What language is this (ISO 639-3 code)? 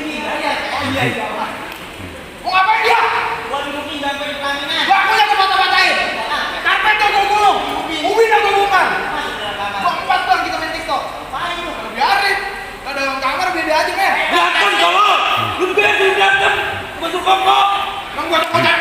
bew